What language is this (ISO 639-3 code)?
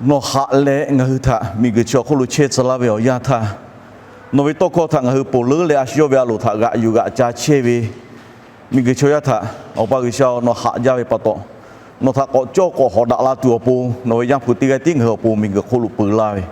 lhu